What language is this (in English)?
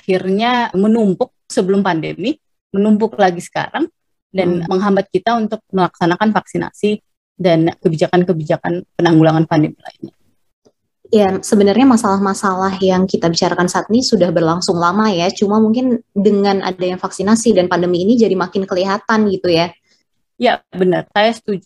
Indonesian